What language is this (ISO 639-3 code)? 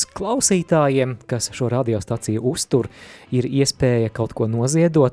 lav